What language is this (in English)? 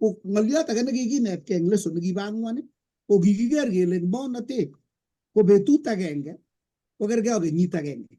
Kalenjin